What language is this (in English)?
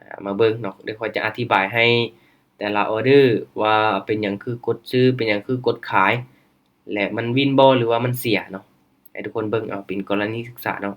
Lao